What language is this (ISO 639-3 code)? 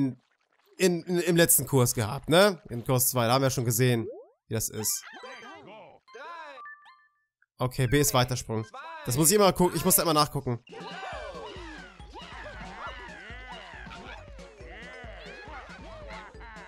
deu